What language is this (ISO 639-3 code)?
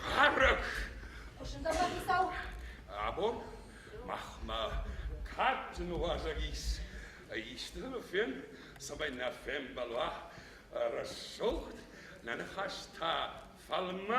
oss